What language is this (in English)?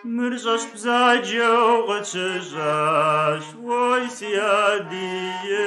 Kabardian